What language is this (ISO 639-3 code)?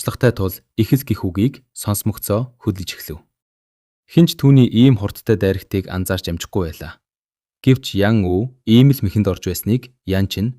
mon